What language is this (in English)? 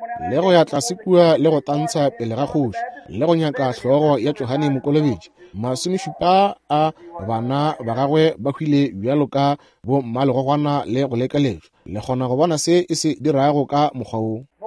Northern Sotho